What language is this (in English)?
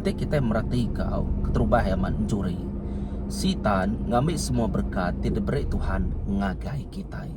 Iban